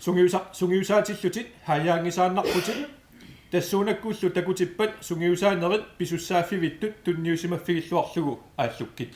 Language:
Kalaallisut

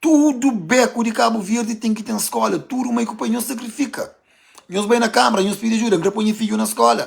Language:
Kabuverdianu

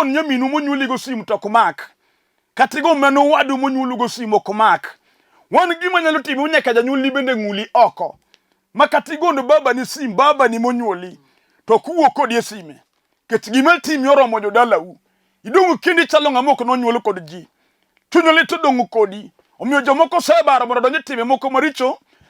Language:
Luo (Kenya and Tanzania)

